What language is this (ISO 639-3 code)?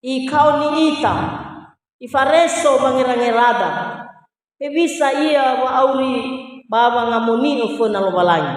nia